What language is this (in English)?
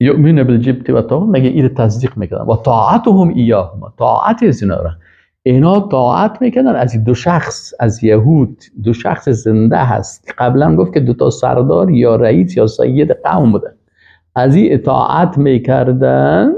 Persian